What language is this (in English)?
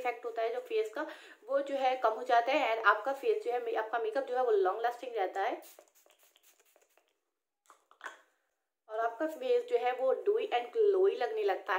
Hindi